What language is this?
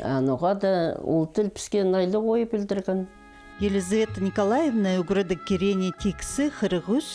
Khakas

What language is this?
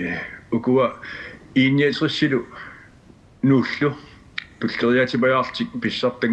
Kalaallisut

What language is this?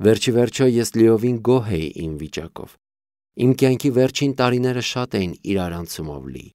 Armenian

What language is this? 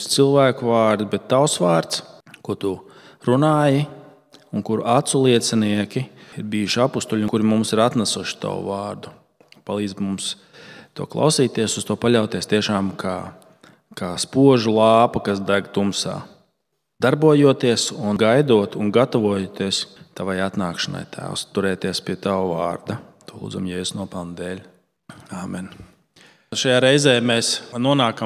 Latvian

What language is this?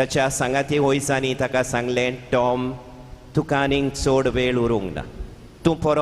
Konkani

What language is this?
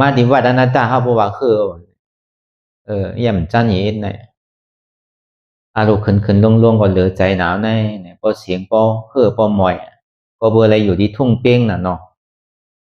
Shan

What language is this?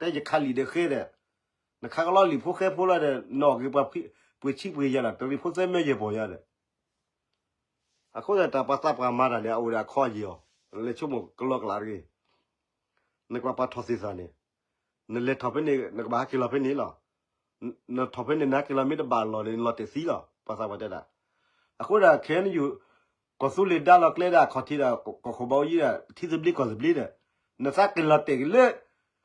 S'gaw Karen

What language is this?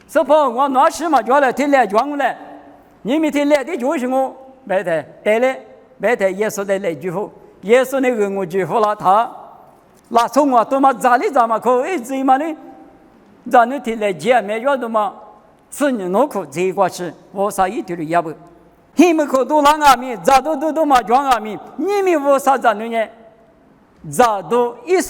Lisu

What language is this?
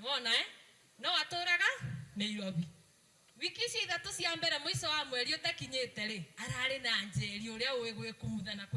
Kikuyu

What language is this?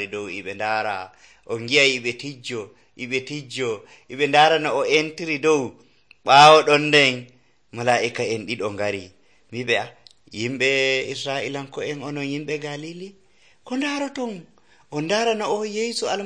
Nigerian Fulfulde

